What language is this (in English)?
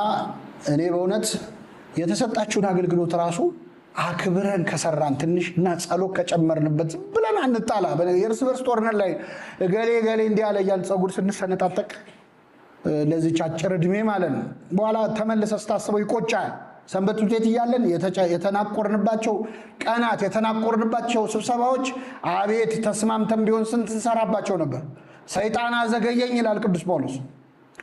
Amharic